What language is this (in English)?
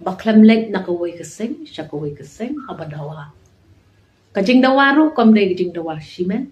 Khasi